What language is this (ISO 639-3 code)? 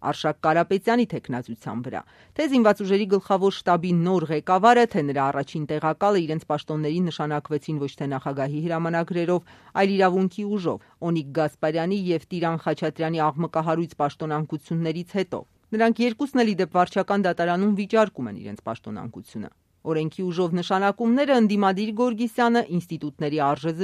hye